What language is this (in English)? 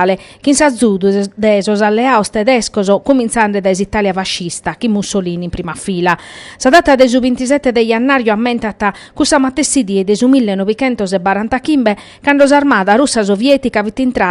Sardinian